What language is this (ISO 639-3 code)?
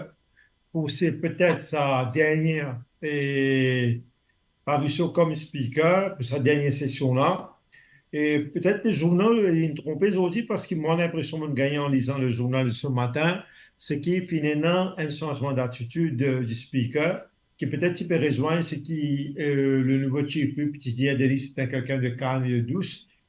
mfe